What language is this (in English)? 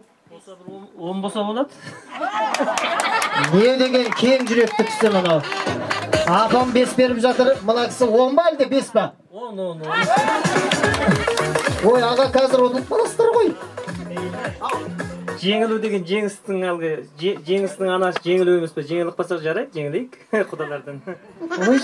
Kazakh